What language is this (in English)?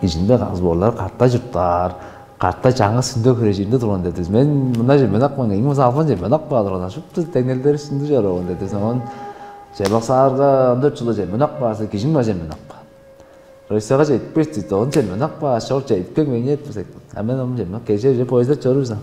Tuvinian